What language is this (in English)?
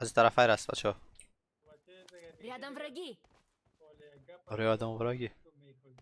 Persian